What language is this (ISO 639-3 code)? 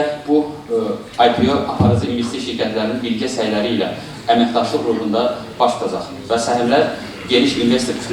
aze